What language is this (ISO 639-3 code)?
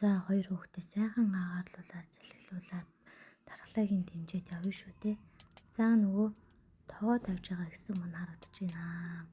mon